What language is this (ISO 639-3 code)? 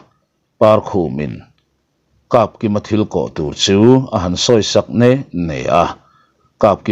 lus